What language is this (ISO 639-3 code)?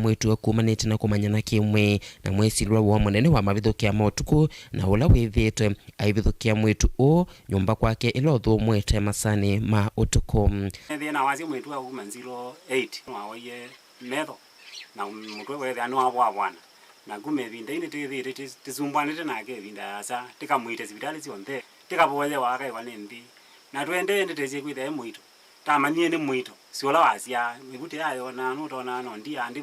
kam